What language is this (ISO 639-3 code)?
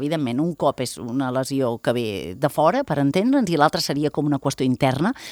cat